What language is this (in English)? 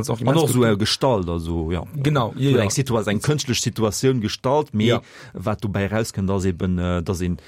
Luxembourgish